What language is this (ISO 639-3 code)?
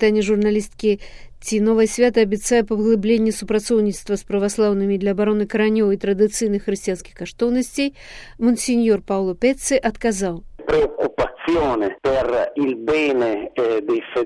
bel